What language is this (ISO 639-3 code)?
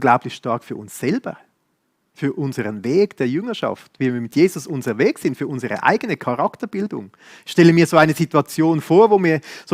gsw